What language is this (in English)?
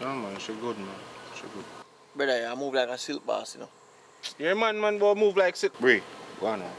Jamaican Creole English